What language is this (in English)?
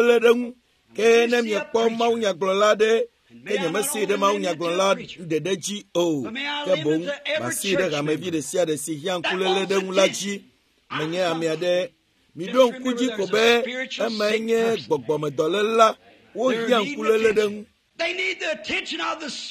Ewe